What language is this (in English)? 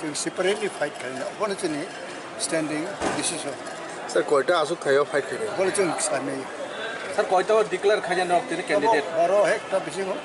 Kok Borok